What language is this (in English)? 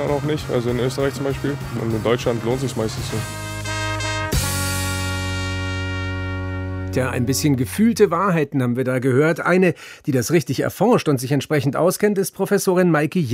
German